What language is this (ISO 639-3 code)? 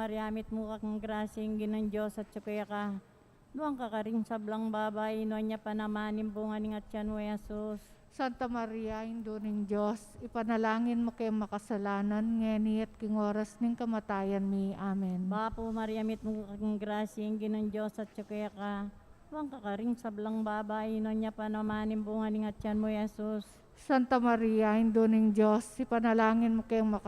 pam